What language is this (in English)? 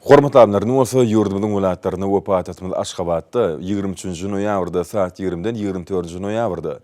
Turkmen